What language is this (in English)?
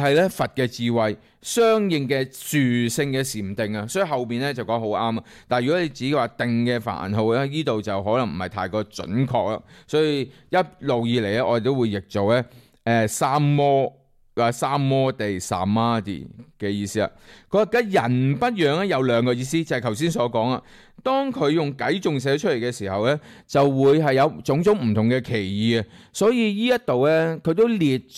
Cantonese